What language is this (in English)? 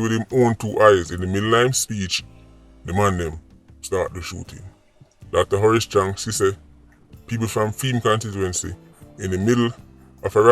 Jamaican Creole English